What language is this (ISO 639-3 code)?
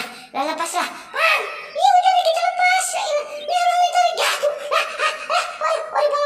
bew